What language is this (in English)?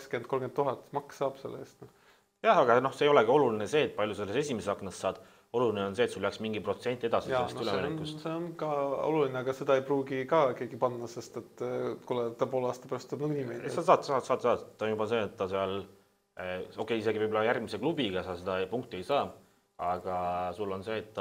Estonian